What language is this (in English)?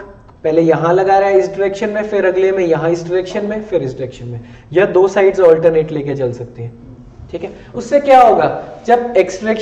Hindi